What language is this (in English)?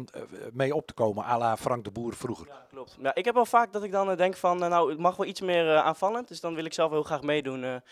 Dutch